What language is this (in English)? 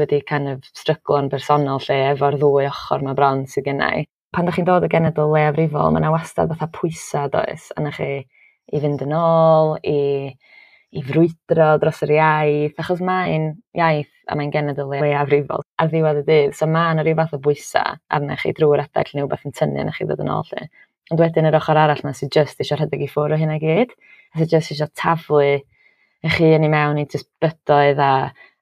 Welsh